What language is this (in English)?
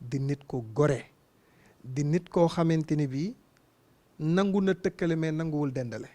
Wolof